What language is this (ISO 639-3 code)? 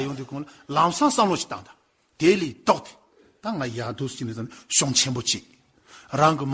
bod